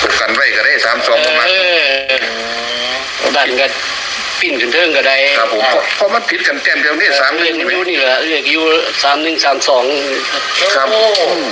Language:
Northeastern Thai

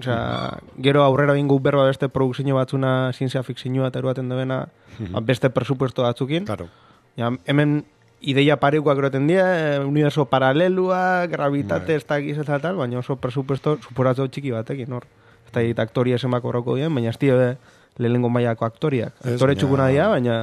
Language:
Basque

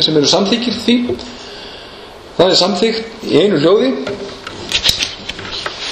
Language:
Icelandic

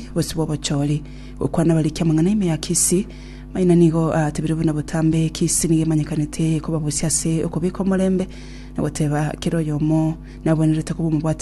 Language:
Gusii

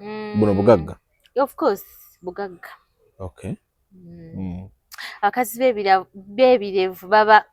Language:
Ganda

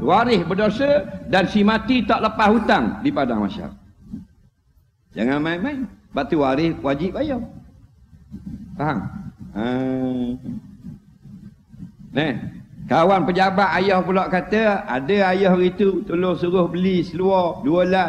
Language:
Malay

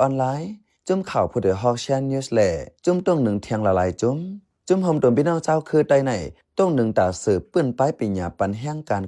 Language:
Shan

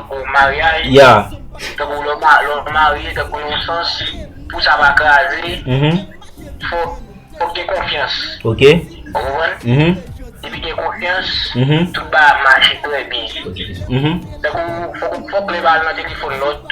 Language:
Haitian Creole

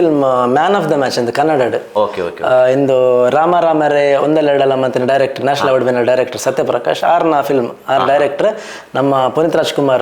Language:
Tulu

